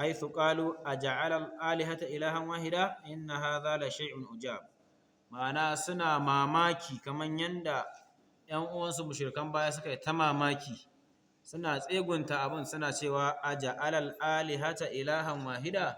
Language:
Hausa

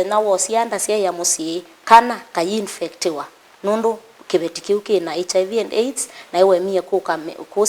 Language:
Kamba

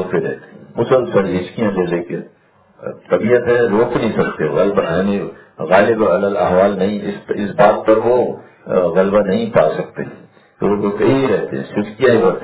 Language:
Urdu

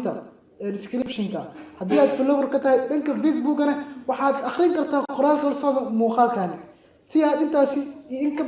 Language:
Somali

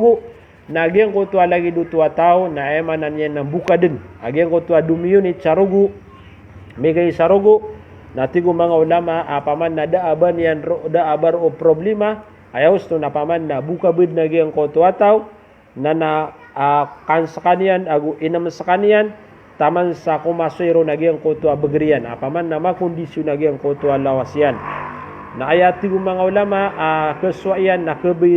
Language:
Maranao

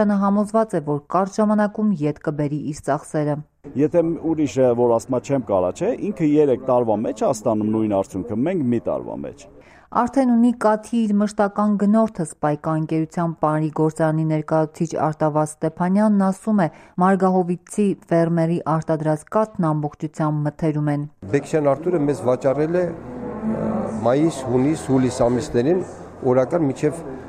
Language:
Armenian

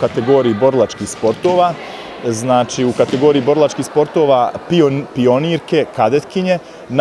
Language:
Bosnian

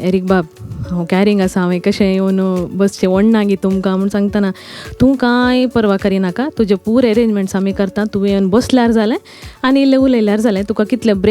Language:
Konkani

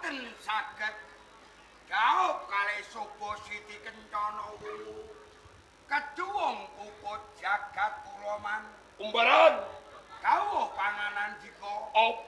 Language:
Javanese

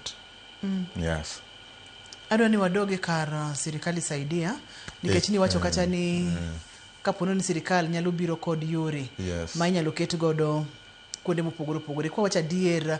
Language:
Luo (Kenya and Tanzania)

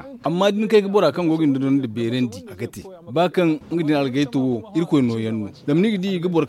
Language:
Zarma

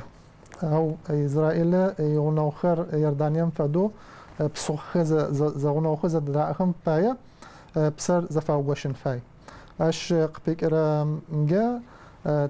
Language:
Adyghe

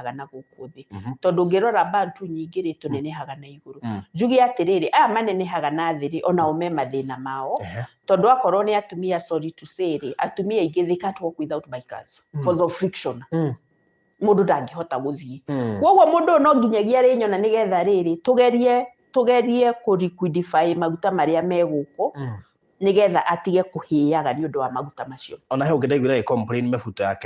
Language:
Kikuyu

